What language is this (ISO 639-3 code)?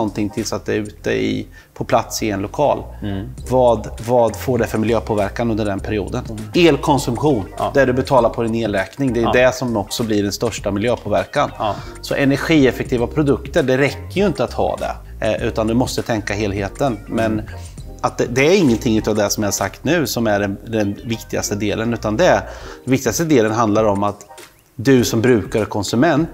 swe